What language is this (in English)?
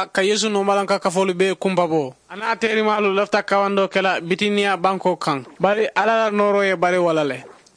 Mandingo